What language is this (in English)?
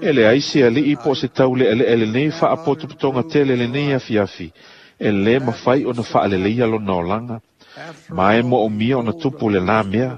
Samoan